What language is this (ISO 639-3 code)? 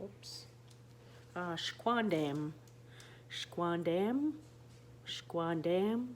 oji